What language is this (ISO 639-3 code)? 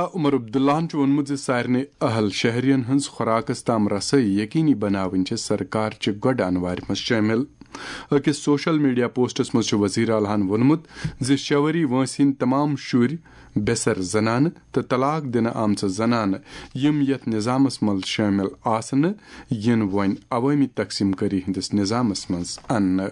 kas